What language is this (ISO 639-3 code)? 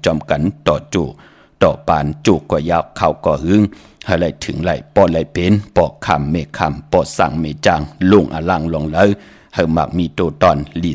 shn